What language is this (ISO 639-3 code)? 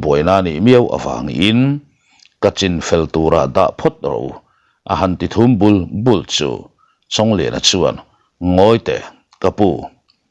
lus